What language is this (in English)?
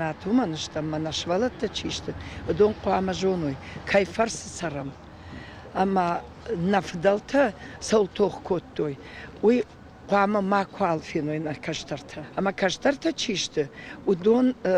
Ossetic